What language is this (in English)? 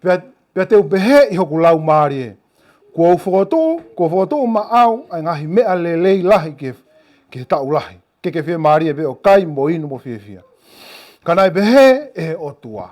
Tongan